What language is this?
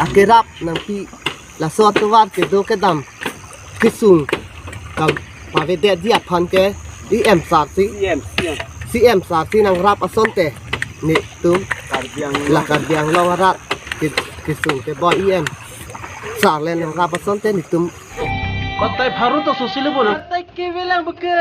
Karbi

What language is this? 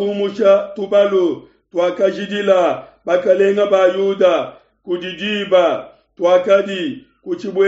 Luba-Lulua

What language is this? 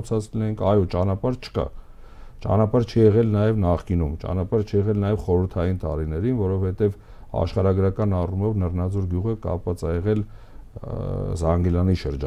Armenian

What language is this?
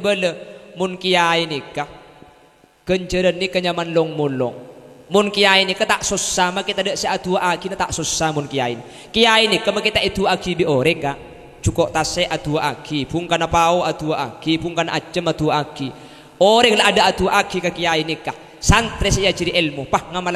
Madurese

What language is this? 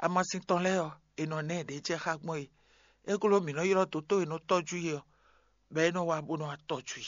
Fon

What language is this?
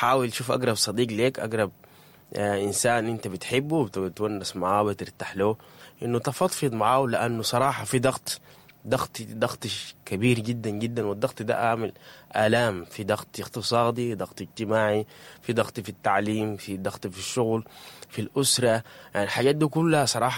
Sudanese Arabic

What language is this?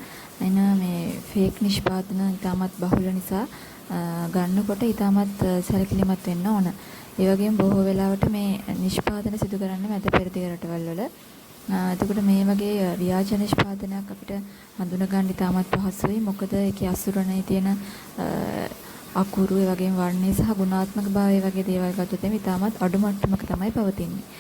Sinhala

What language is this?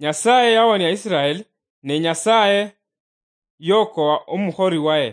Luyia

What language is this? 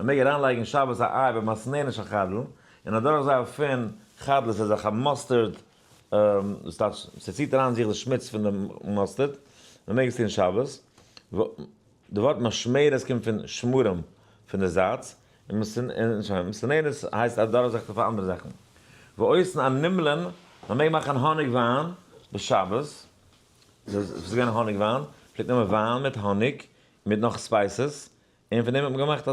Yiddish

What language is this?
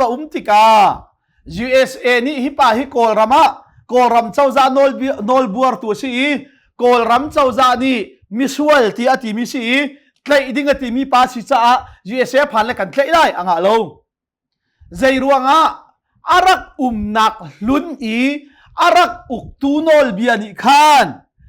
Hakha Chin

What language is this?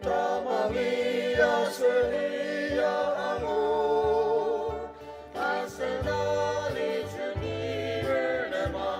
Ao Naga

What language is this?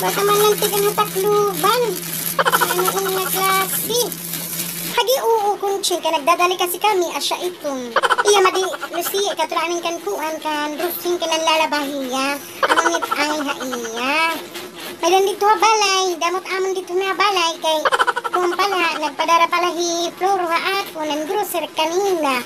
Waray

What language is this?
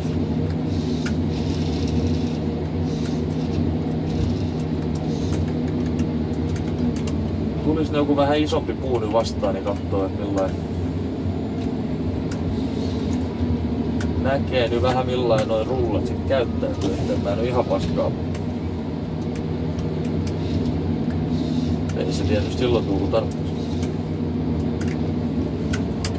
Finnish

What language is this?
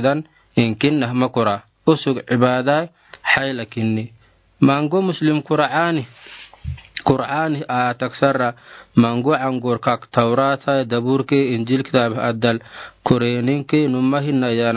Afar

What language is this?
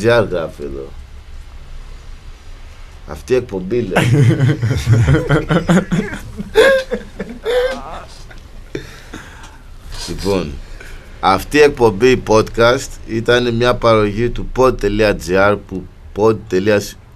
Greek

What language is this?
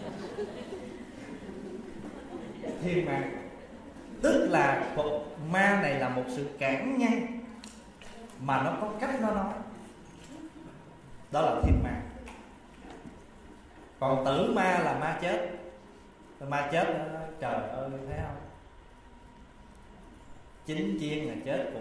Vietnamese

